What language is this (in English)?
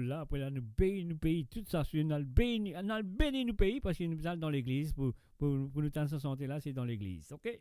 Morisyen